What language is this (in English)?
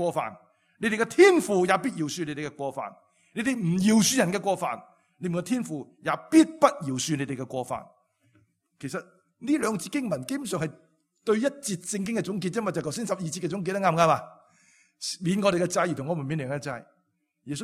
Cantonese